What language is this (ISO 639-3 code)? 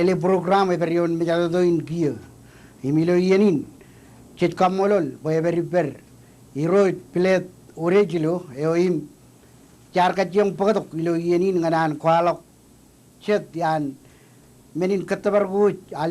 mah